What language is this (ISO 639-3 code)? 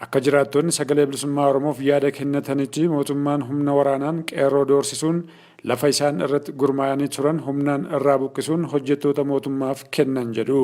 orm